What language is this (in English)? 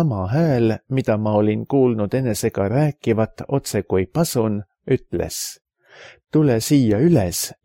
Estonian